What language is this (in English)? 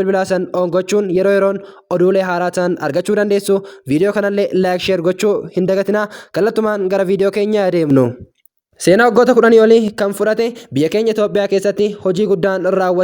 Oromo